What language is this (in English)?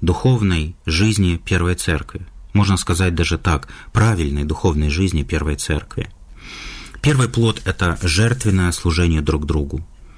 Russian